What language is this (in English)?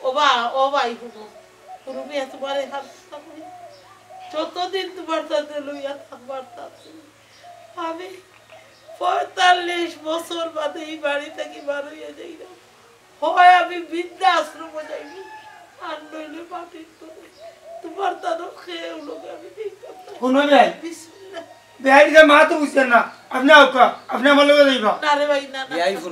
Sylheti